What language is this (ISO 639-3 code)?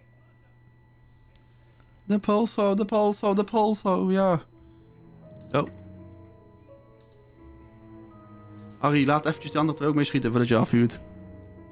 nld